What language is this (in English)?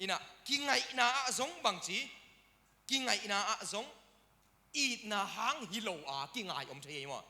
Tedim Chin